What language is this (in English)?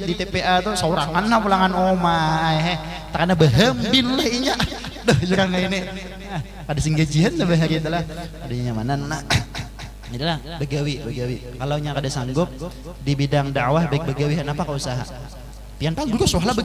Banjar